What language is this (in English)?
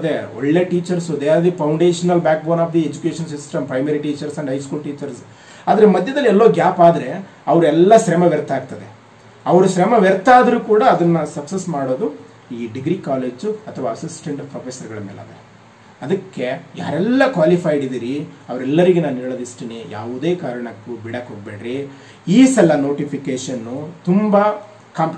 Kannada